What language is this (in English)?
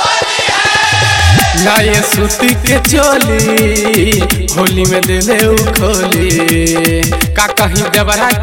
Bhojpuri